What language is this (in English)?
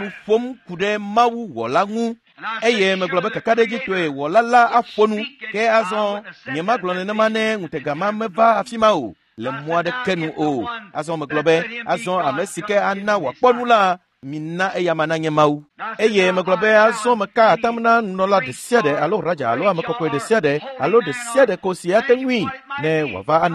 Ewe